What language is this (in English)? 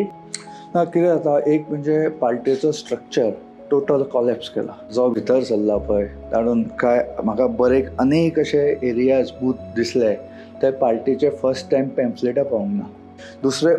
Konkani